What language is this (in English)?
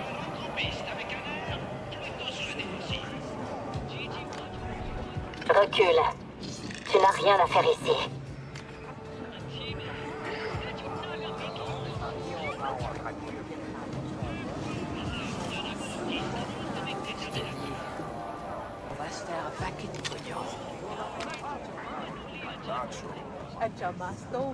French